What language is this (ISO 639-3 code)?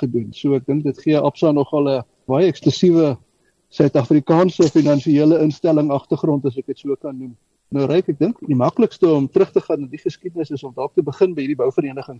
afr